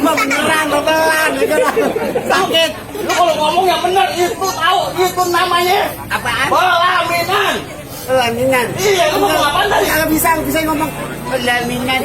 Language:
Betawi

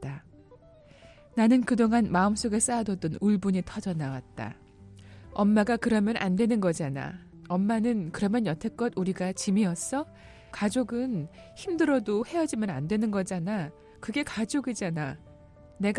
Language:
Korean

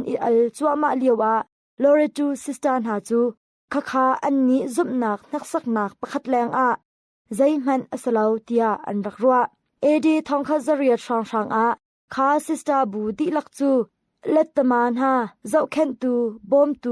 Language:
Hakha Chin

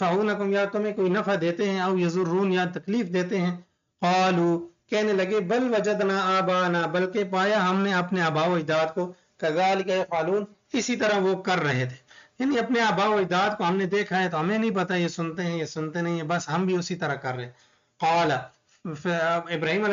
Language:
Urdu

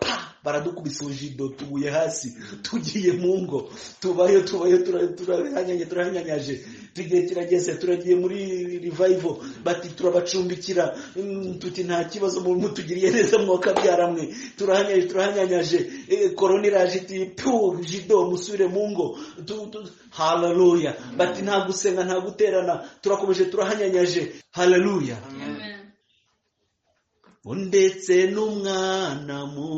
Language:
Kinyarwanda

